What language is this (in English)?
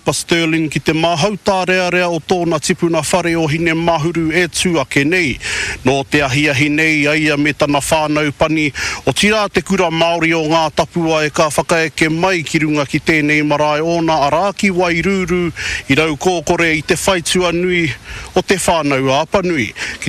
Māori